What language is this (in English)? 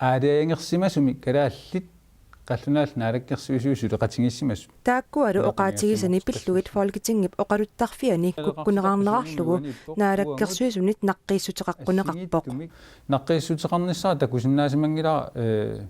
Kalaallisut